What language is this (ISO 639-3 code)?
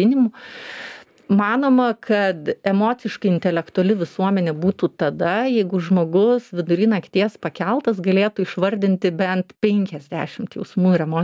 lit